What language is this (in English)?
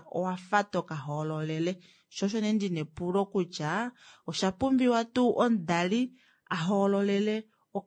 Kuanyama